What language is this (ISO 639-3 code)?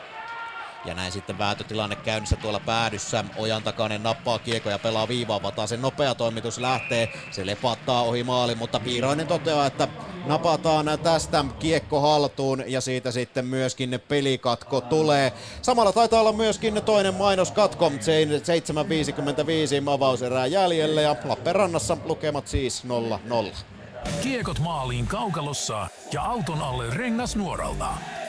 fin